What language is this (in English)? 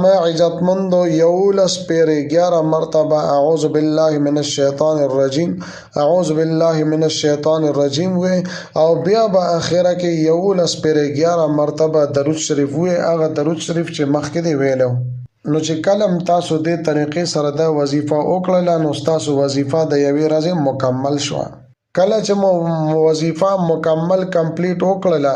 Pashto